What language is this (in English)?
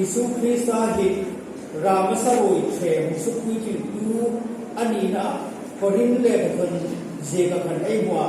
Hmar